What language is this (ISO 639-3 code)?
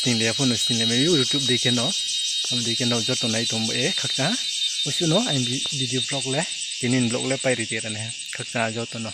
ria